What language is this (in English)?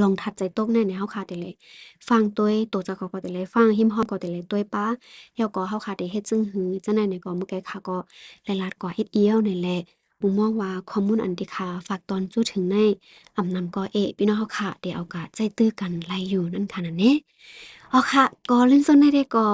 Shan